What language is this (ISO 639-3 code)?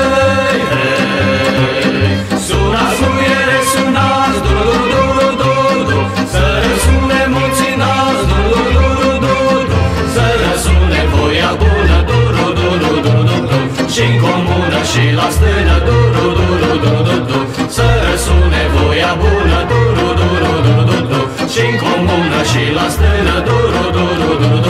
ron